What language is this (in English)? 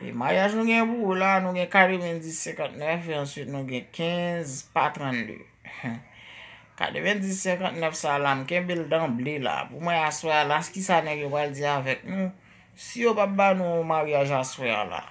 Haitian Creole